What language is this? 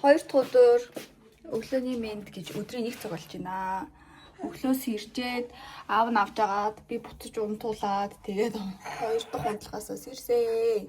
Mongolian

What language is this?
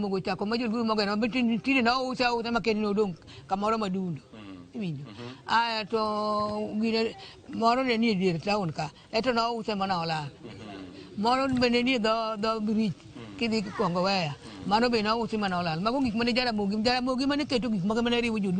Luo (Kenya and Tanzania)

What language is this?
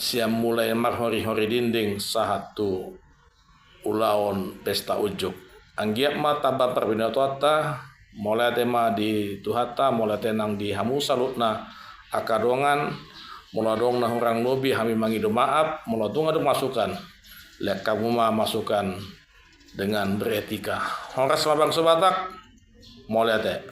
Batak Toba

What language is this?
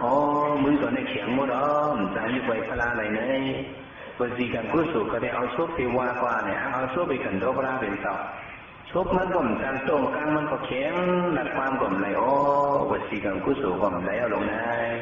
Shan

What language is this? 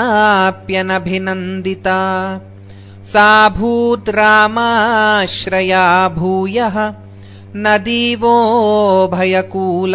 Sanskrit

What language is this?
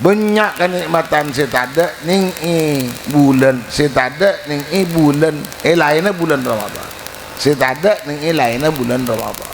Madurese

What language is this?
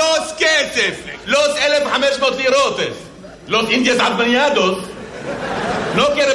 Hebrew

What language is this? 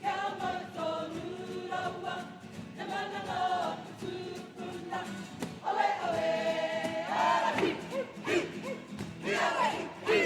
Māori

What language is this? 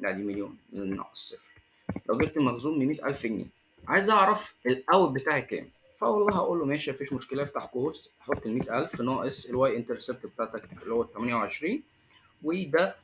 Egyptian Arabic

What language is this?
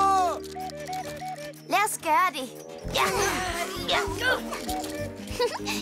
Danish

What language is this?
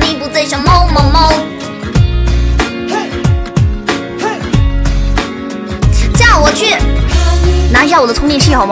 Chinese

